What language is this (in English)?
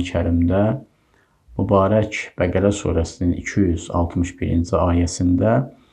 Azerbaijani